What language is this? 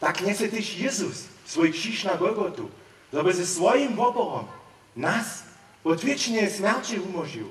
Upper Sorbian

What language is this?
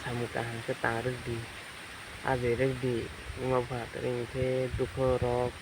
Kok Borok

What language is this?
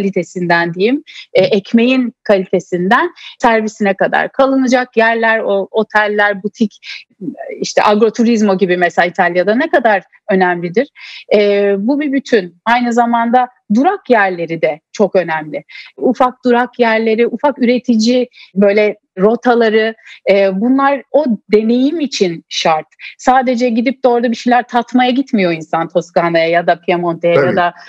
Turkish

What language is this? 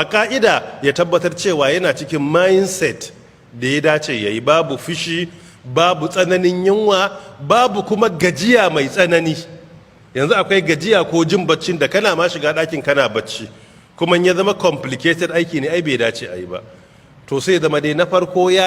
Hausa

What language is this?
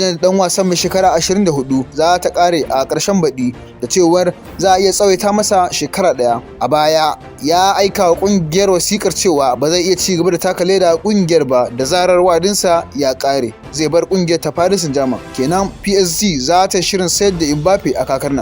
Hausa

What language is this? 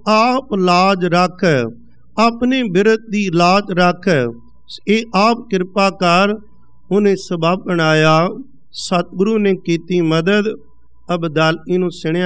Punjabi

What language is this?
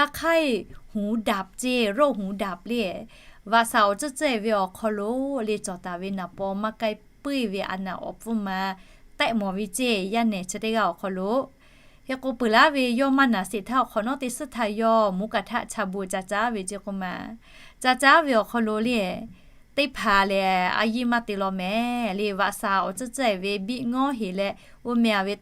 Lahu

